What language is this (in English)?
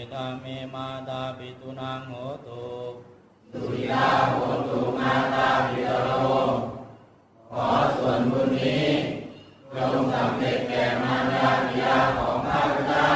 Pali